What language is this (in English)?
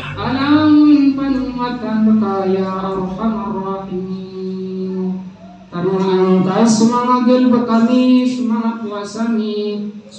Maranao